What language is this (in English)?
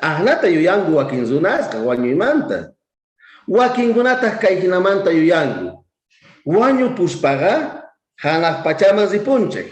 South Bolivian Quechua